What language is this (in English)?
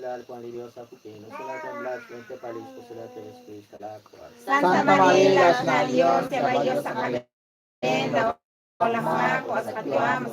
Kekchí